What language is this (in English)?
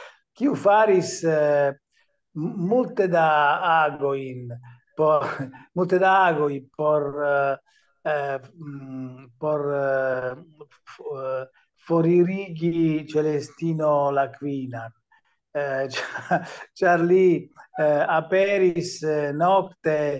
Esperanto